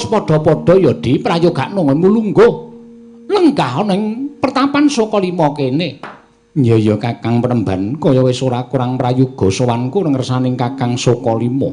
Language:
Javanese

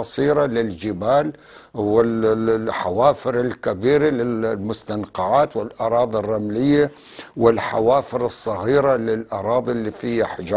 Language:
North Levantine Arabic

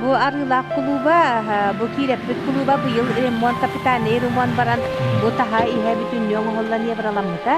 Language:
Yakut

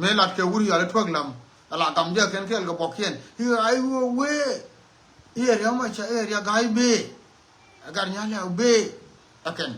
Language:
Nuer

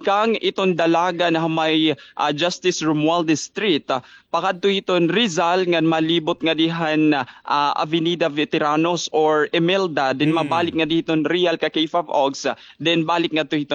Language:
Waray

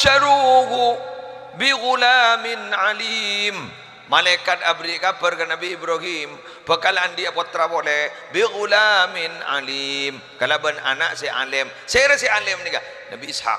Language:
Madurese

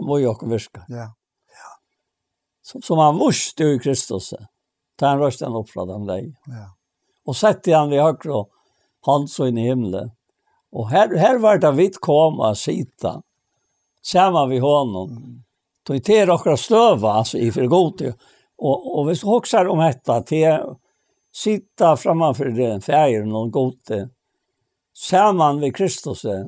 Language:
Faroese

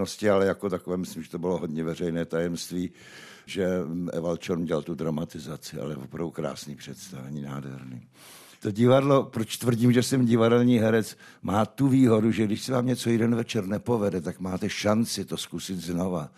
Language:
Czech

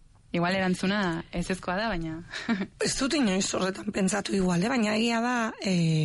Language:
Basque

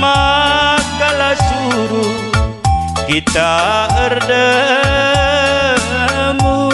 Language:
Batak Karo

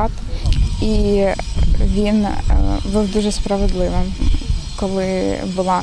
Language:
Ukrainian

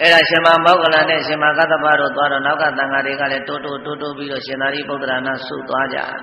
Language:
Burmese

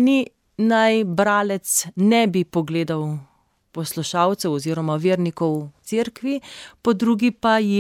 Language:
Slovenian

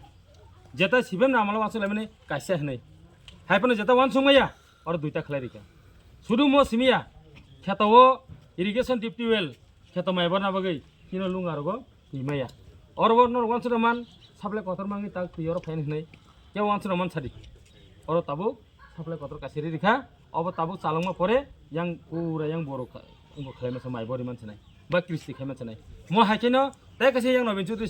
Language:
Kok Borok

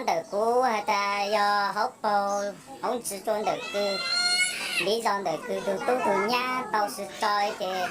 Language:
Hmong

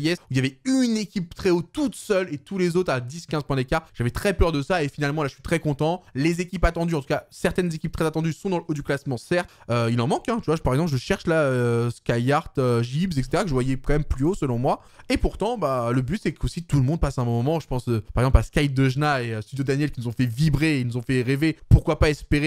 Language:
French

